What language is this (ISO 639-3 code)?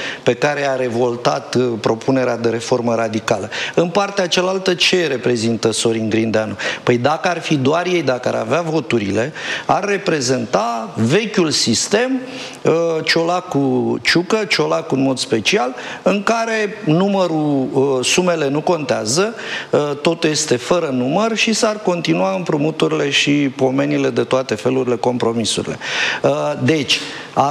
ron